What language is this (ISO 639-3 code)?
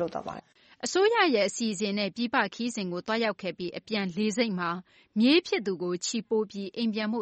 mya